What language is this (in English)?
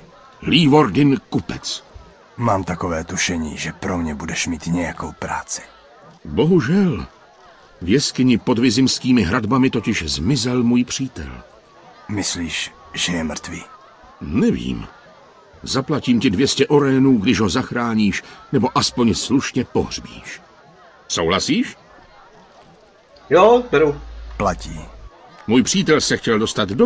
Czech